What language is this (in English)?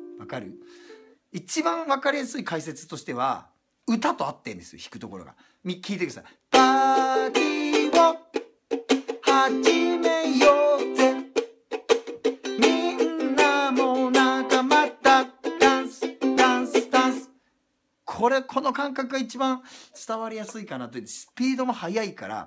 Japanese